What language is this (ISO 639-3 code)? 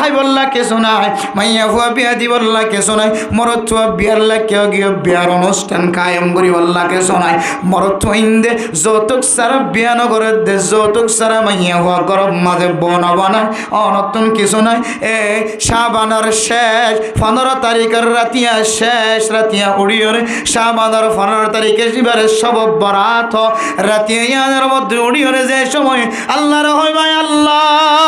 rhg